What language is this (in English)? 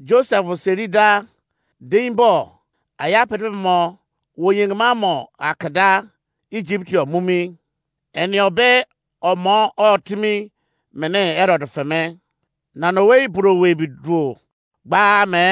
Izon